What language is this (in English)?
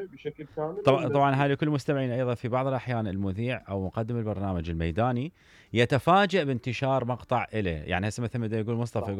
Mesopotamian Arabic